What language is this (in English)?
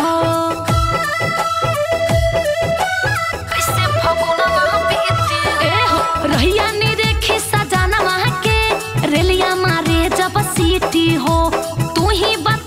Bhojpuri